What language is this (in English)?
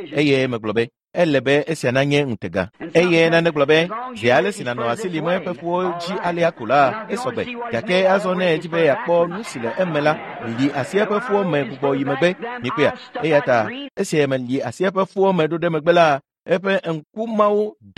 Ewe